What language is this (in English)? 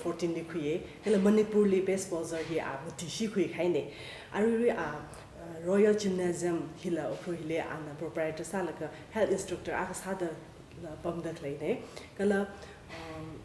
Tangkhul Naga (India)